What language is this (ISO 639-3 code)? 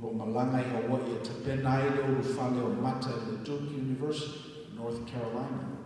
smo